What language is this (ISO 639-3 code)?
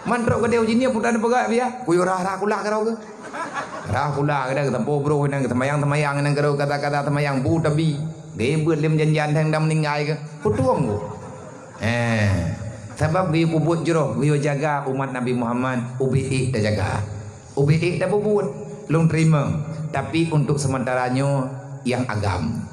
ace